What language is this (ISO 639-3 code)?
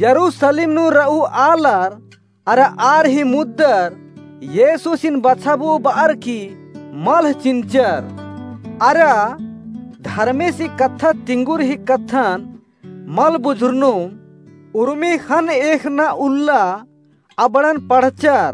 kru